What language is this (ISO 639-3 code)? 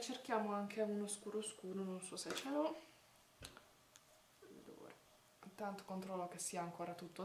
ita